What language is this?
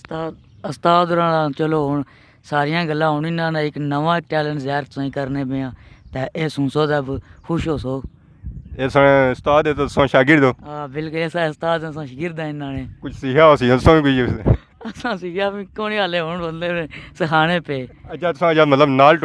Pahari-Potwari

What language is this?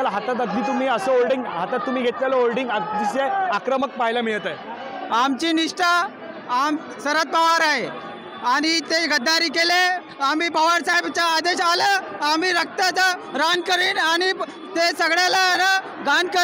Marathi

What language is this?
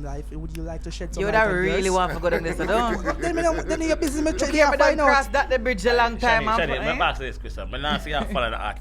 Jamaican Creole English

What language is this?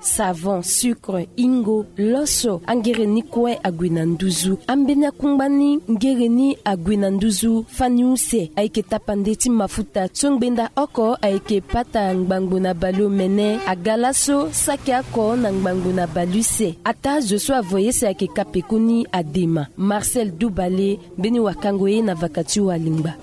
Sango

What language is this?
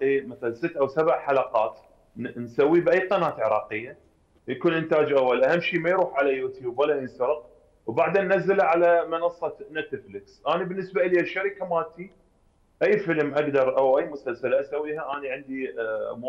Mesopotamian Arabic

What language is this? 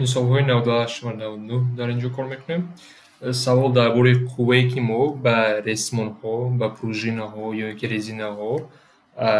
Tajik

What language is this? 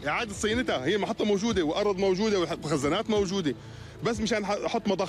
North Levantine Arabic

